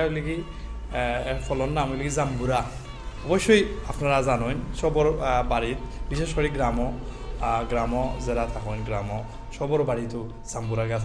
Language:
Sylheti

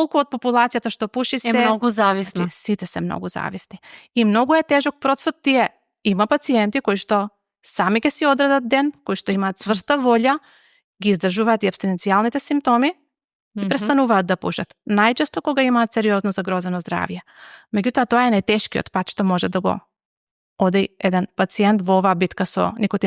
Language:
Macedonian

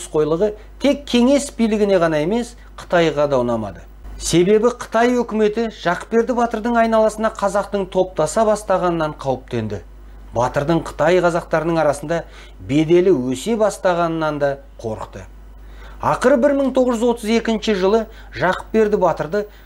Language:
Kazakh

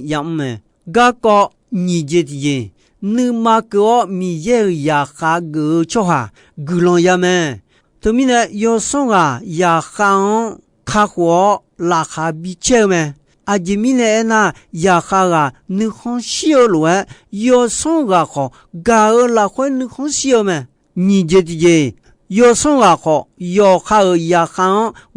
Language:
Akha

